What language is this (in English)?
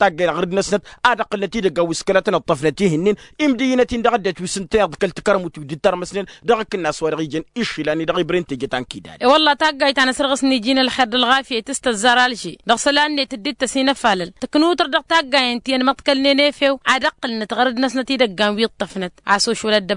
Tamasheq